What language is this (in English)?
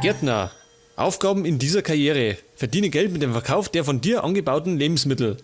Bavarian